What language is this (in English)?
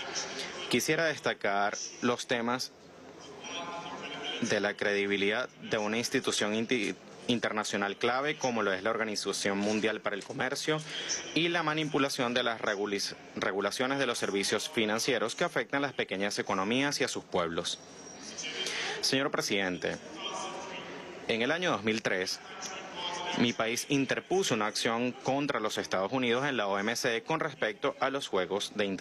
Spanish